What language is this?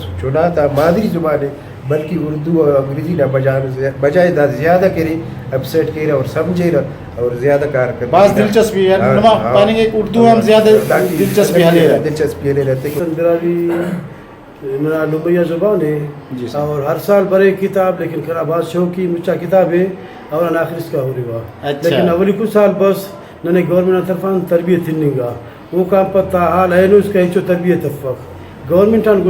Brahui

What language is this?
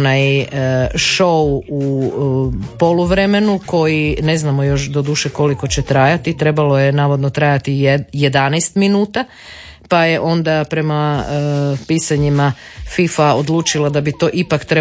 Croatian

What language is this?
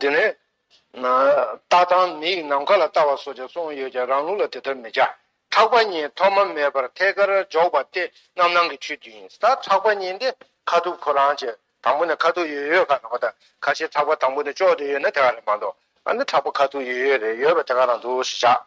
Tibetan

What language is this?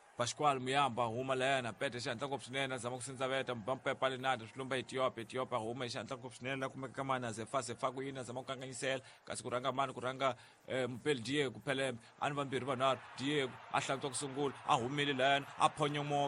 Tsonga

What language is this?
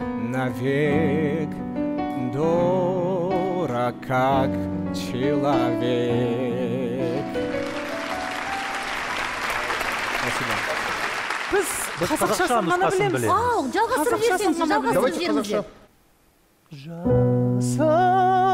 Kazakh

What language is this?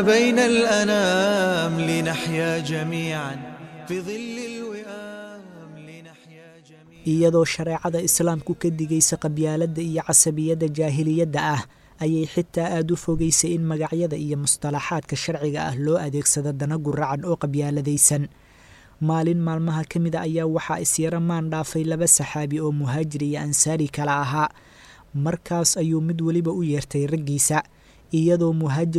Somali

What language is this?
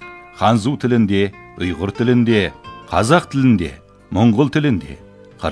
Kazakh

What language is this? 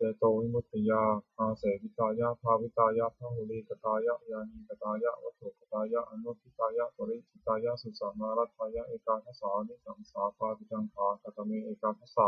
Pali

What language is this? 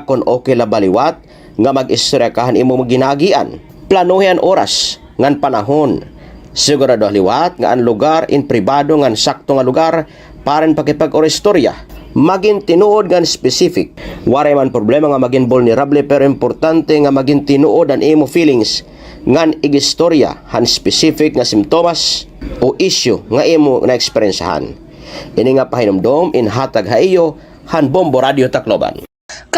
Waray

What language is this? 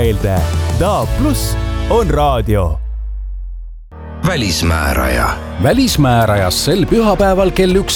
Estonian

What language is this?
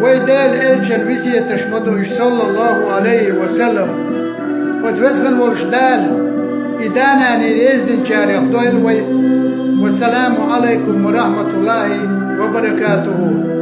Chechen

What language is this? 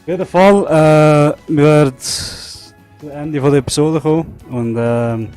Swiss German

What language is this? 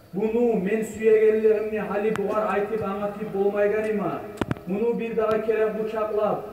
Kumyk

